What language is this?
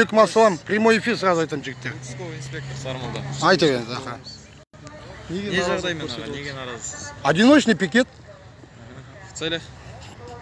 Kazakh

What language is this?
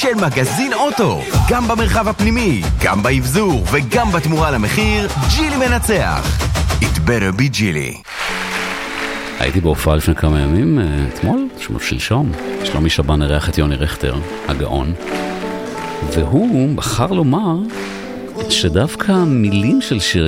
Hebrew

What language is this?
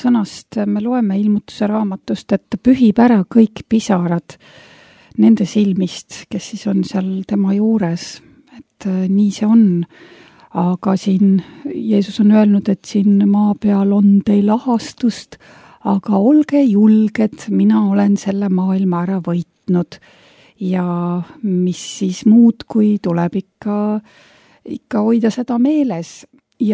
Estonian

